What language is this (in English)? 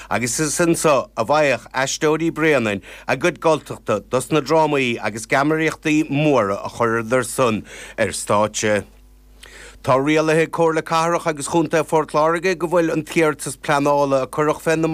Irish